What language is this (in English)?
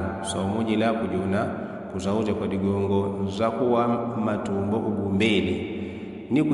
Yao